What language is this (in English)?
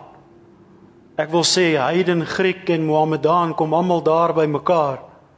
Afrikaans